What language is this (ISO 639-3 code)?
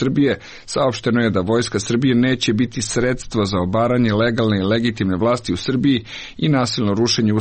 srp